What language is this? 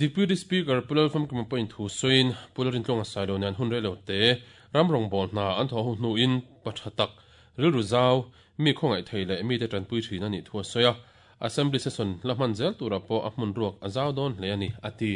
Mizo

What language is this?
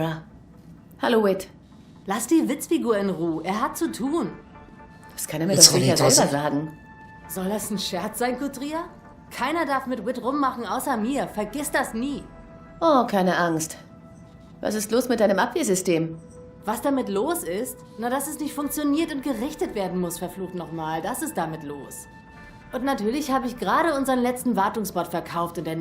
Swiss German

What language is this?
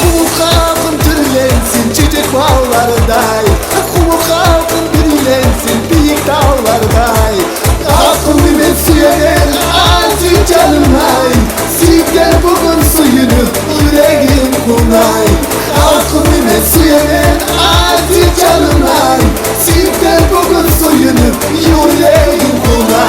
Kumyk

